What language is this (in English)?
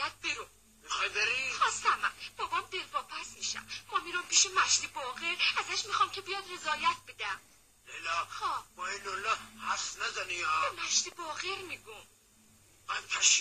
Persian